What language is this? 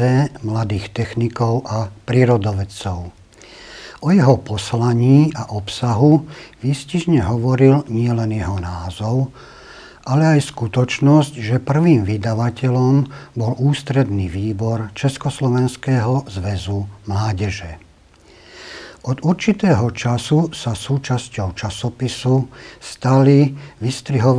Slovak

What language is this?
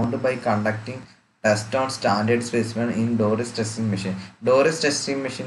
Malayalam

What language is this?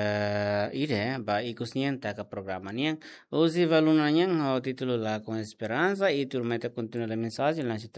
Tetum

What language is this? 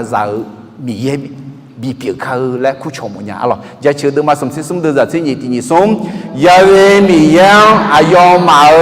Akha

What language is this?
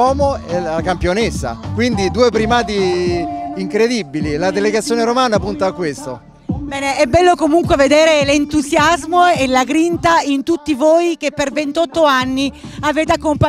Italian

